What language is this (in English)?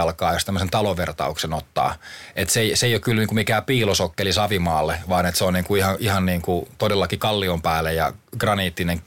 Finnish